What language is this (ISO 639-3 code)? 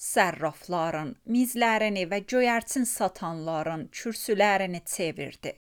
aze